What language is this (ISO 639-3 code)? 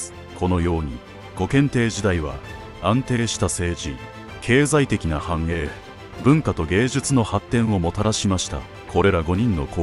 jpn